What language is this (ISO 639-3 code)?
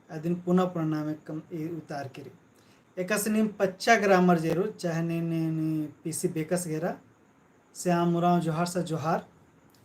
kru